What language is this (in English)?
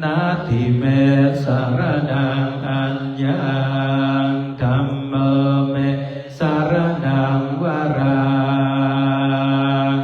Pali